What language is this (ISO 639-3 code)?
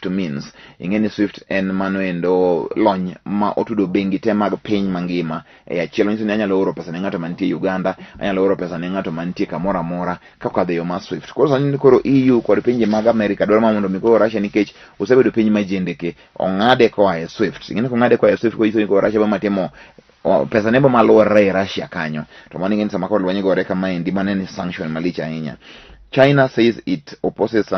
luo